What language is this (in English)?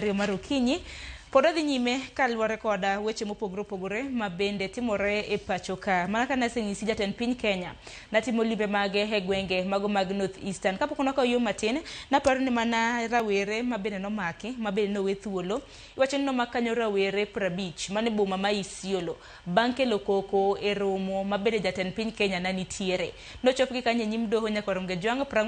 Luo (Kenya and Tanzania)